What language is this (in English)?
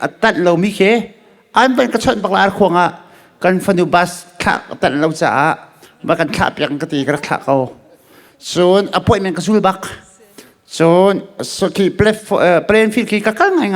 Hakha Chin